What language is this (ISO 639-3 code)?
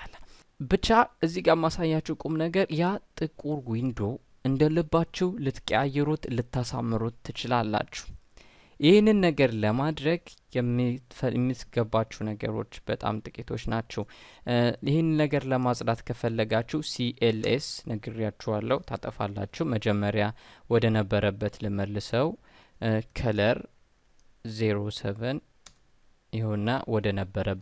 amh